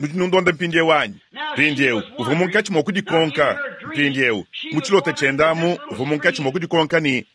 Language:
Luba-Lulua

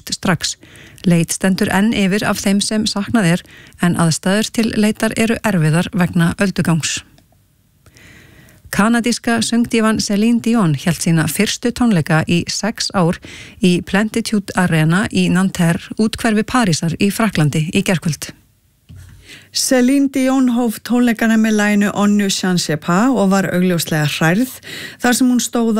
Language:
Icelandic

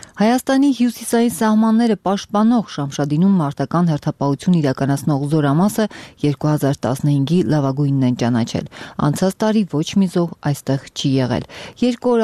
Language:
Armenian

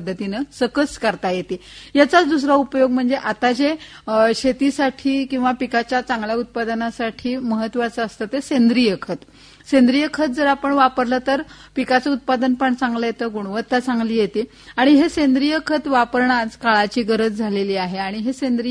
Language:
Marathi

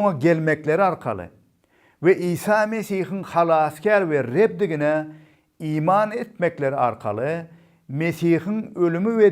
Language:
Turkmen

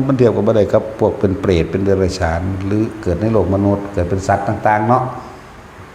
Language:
Northeastern Thai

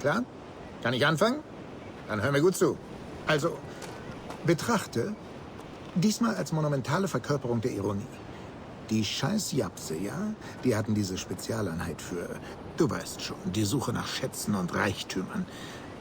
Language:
Bavarian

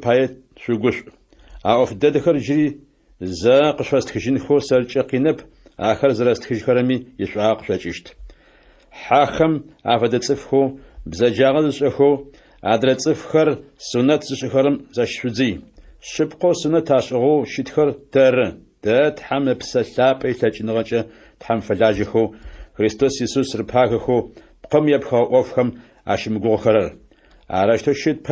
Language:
Adyghe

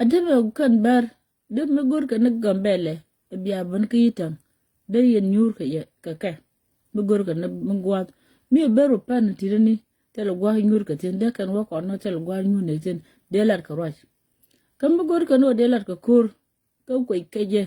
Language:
Nuer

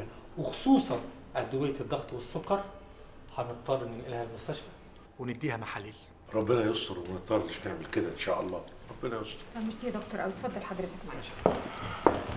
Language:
Egyptian Arabic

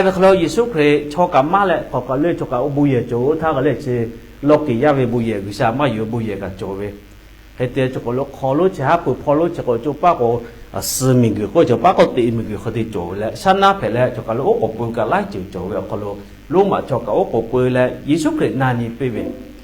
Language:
Lahu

